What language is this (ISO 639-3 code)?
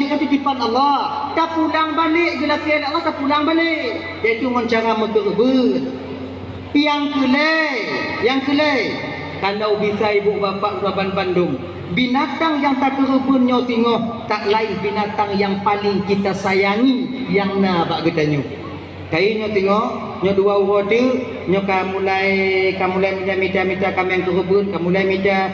ace